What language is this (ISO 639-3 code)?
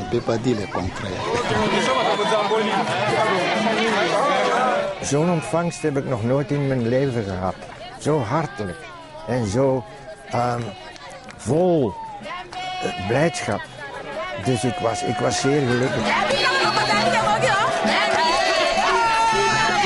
nld